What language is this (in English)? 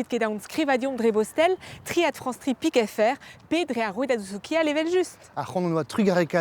Breton